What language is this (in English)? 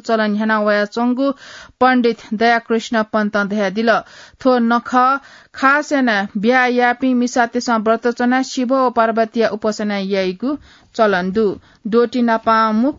Newari